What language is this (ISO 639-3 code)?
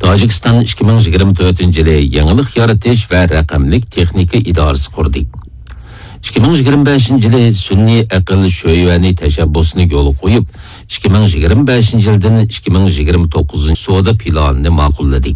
uig